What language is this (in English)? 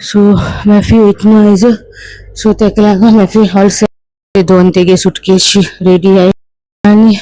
Konkani